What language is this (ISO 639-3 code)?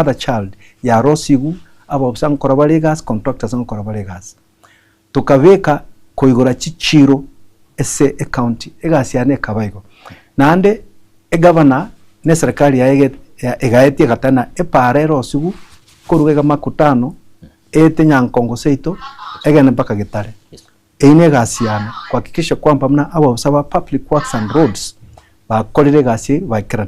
guz